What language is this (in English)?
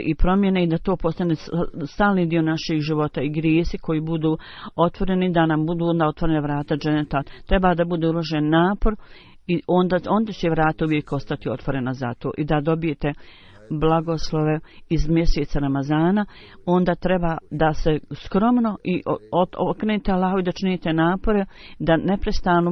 Bosnian